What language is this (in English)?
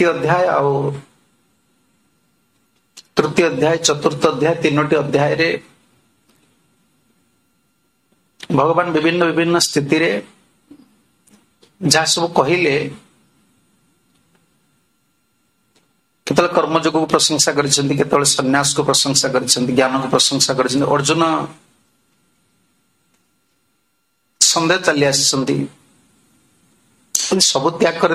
Odia